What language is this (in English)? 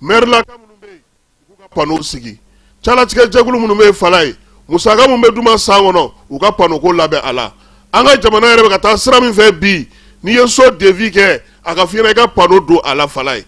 Bambara